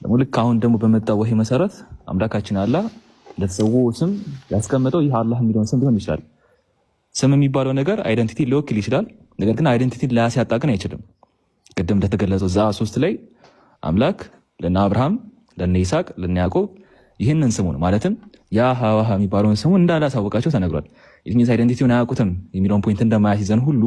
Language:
Amharic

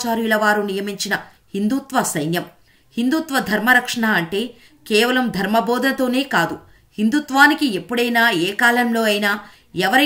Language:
Telugu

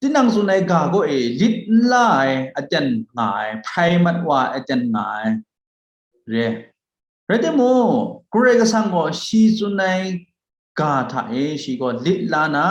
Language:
Kachin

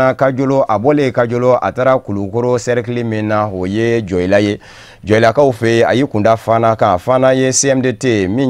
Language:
Bambara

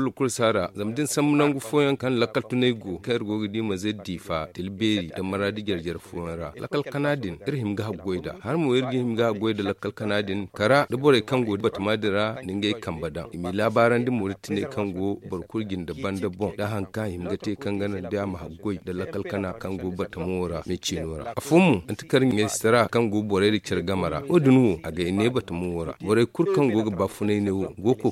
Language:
Zarma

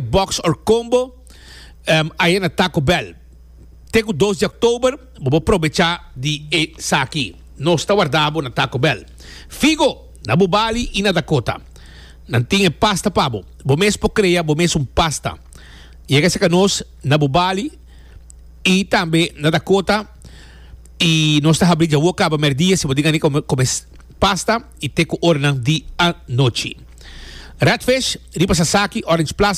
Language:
Papiamento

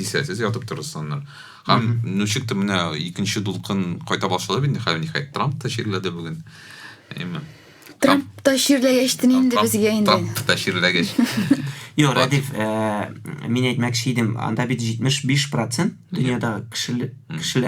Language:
Tatar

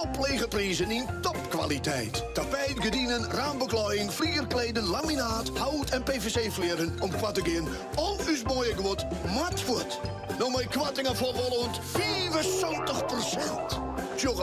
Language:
Western Frisian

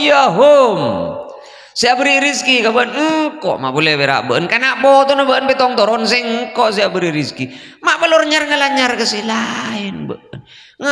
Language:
Madurese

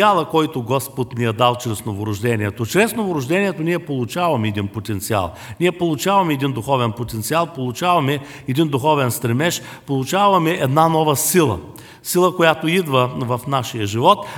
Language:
Bulgarian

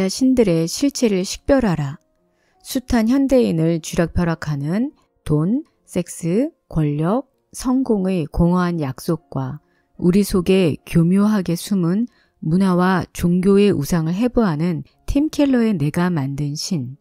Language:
Korean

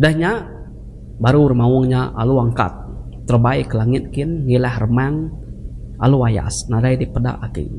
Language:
Iban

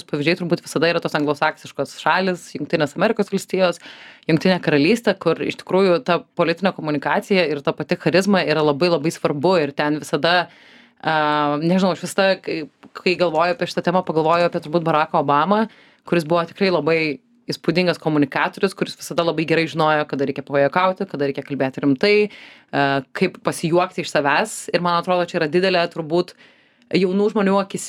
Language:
Lithuanian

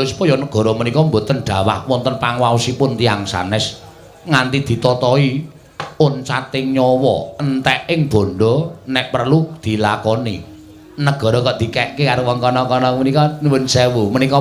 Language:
Javanese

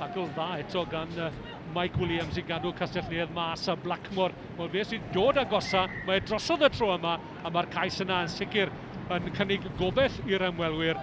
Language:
Welsh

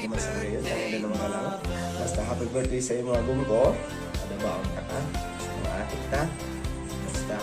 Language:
Bikol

